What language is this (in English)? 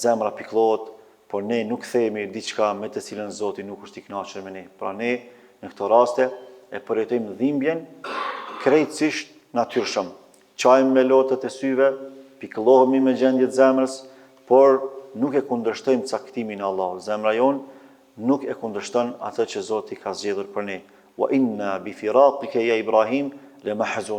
Albanian